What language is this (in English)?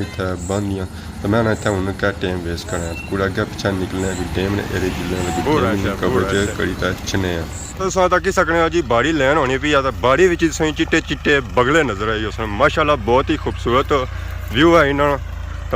Pahari-Potwari